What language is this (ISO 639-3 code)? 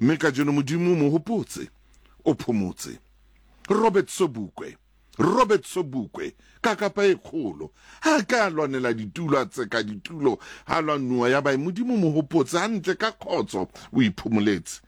sot